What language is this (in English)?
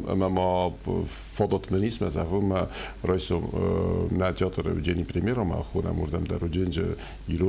Ossetic